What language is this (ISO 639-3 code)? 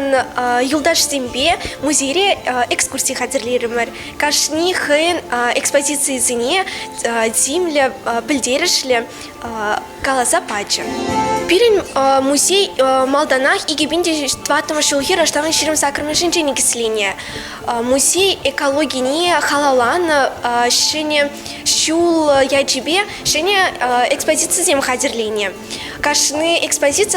chv